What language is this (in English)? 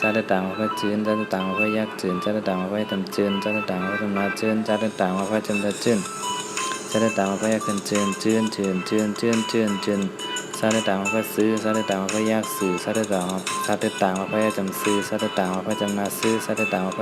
Shan